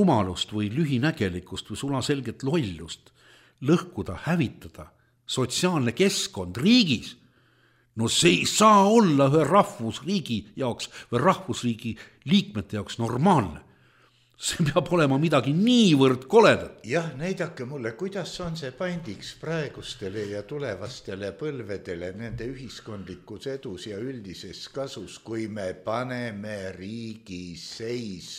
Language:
Estonian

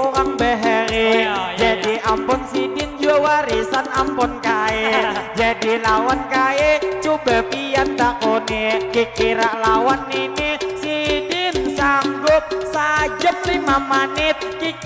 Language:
Banjar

